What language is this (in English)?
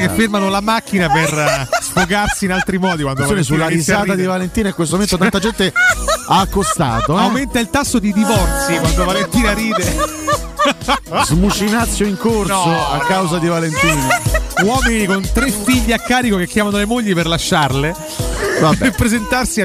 Italian